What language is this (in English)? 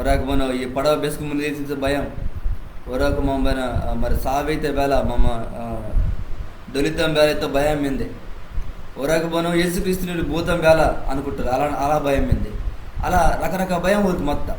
Koya